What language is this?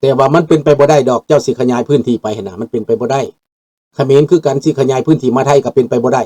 Lao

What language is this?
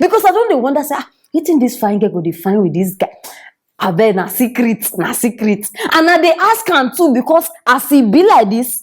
Nigerian Pidgin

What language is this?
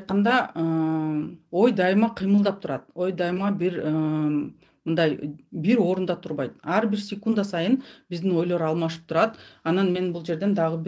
Kyrgyz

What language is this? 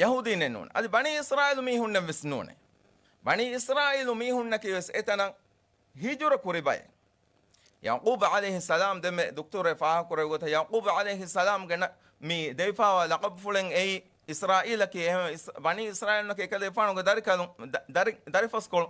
Divehi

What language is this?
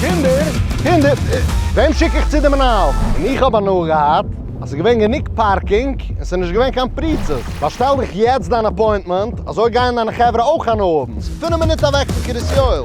Yiddish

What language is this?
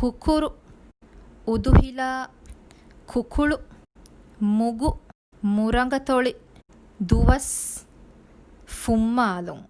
Divehi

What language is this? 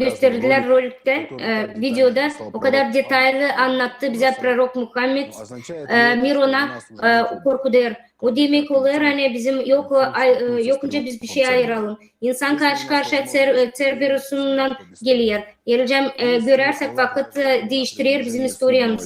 Gagauz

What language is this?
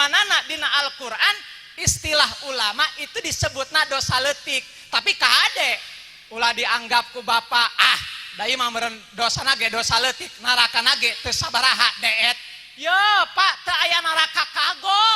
Sundanese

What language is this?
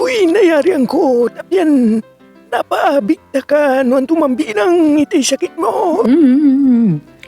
Pangasinan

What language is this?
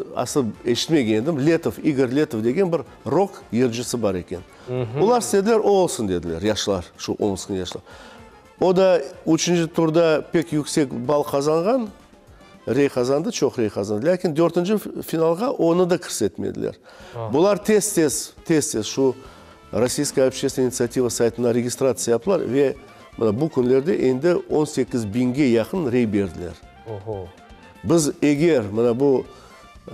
Crimean Tatar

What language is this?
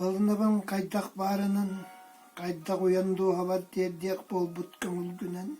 Yakut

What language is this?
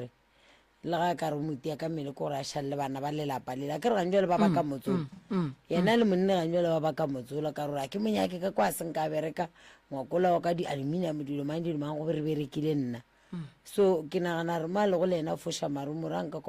Northern Sotho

